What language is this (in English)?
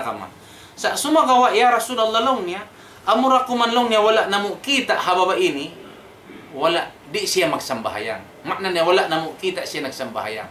Tausug